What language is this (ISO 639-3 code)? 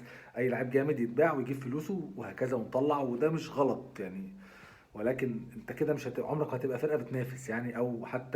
arz